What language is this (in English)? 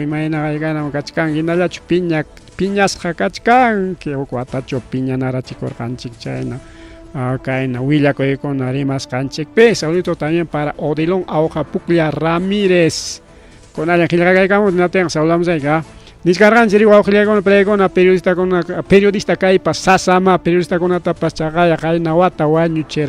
Ayacucho Quechua